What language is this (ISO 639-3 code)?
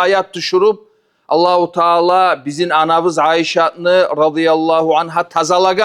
kum